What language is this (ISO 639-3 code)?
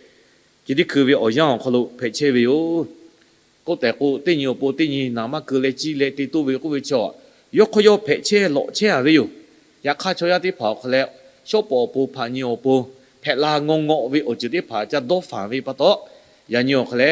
lhu